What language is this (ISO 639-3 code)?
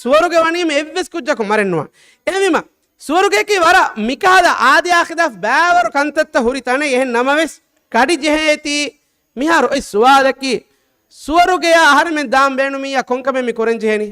div